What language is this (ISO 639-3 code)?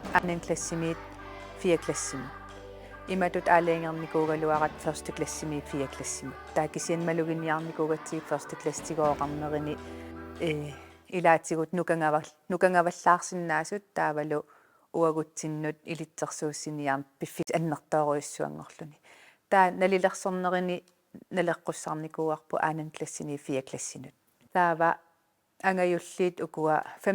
kal